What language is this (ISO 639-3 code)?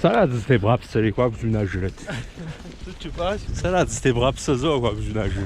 kbd